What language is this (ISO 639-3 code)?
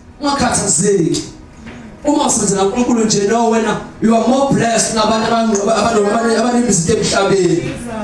zul